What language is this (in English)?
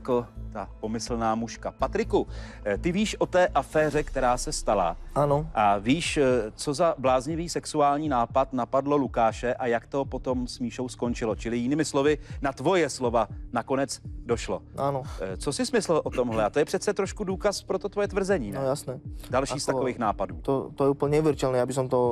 Czech